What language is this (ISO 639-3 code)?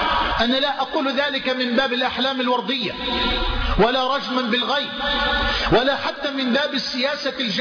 ara